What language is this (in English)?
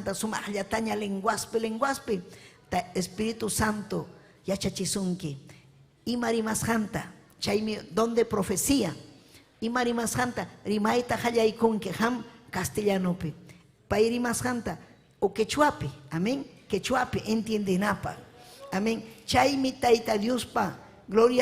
Ayacucho Quechua